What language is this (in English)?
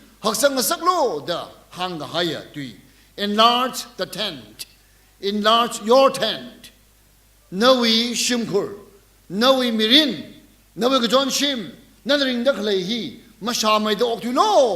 Tangkhul Naga (India)